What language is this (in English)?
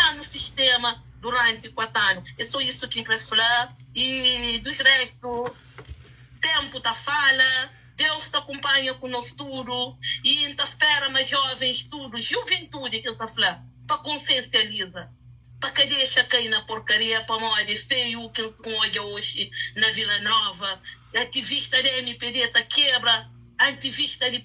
Kabuverdianu